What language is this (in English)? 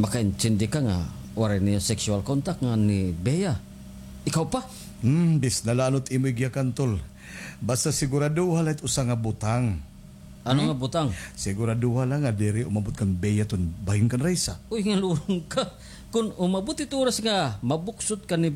Waray